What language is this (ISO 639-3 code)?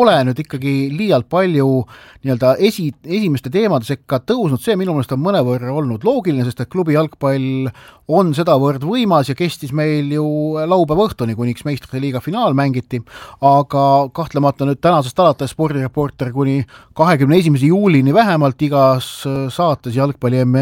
est